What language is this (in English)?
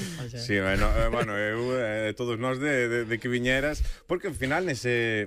Galician